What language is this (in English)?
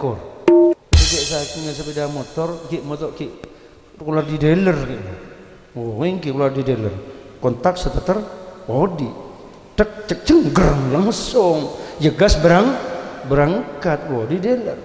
Madurese